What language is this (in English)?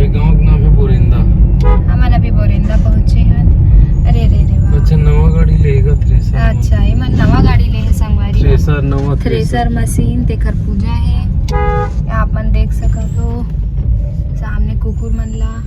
Chhattisgarhi